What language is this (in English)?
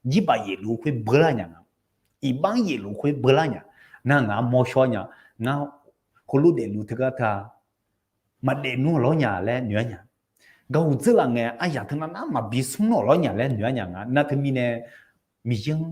Akha